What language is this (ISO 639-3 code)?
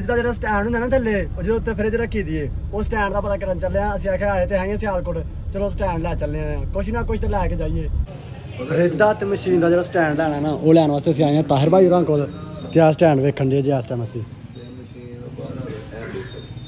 pan